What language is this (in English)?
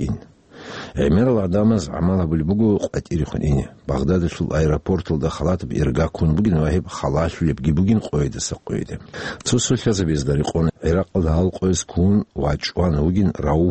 Avaric